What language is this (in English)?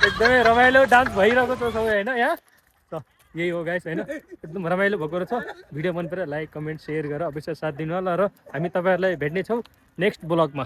Nepali